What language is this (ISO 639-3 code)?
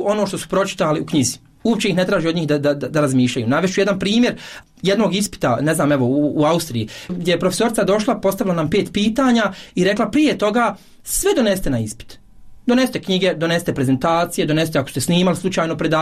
bos